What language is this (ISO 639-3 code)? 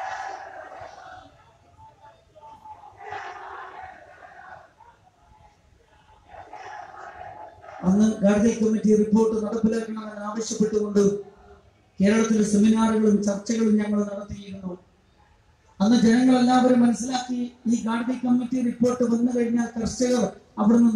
mal